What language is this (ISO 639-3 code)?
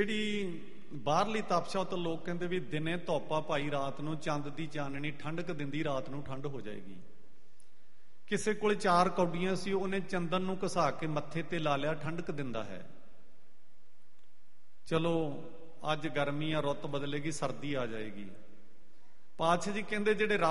pan